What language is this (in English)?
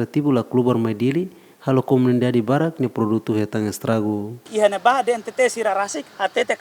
Tetum